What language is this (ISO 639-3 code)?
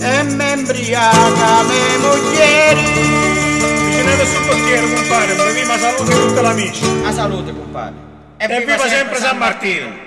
scn